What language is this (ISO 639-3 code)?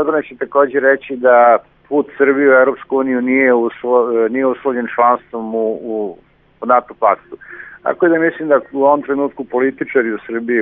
srp